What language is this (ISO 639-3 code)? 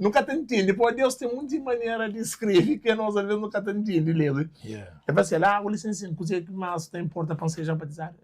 kea